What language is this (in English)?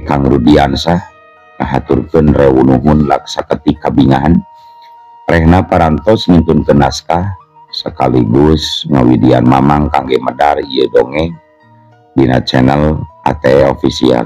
Sundanese